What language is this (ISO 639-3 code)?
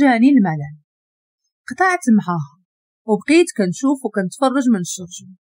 ary